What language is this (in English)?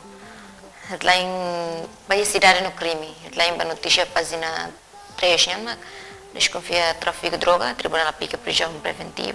Tetum